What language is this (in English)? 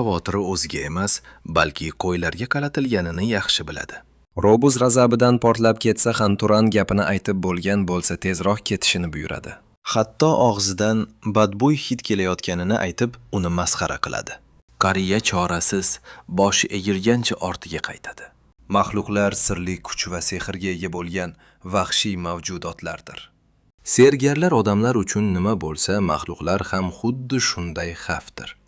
Uzbek